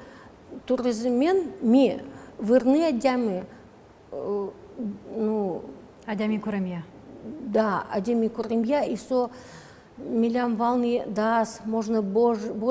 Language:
Udmurt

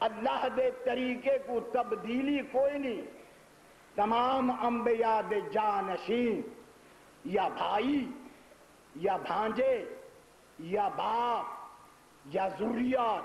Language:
Saraiki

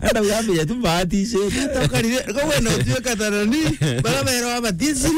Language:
Meru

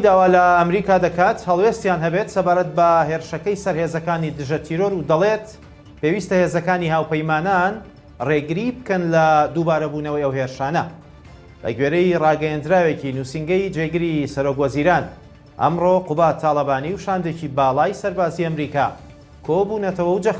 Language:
Central Kurdish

